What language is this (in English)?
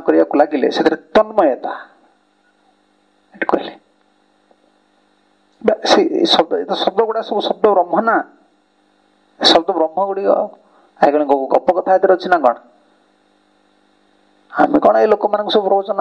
Odia